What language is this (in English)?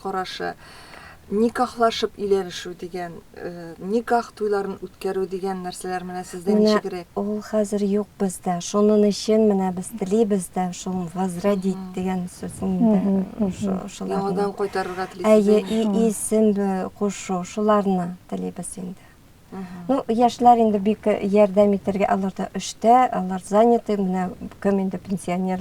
Tatar